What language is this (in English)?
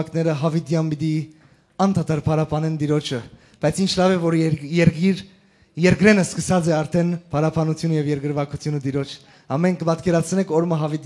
Western Armenian